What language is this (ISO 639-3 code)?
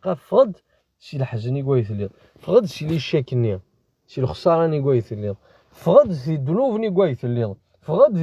kab